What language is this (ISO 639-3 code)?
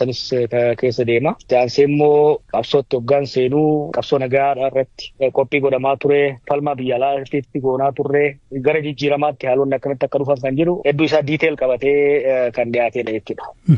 orm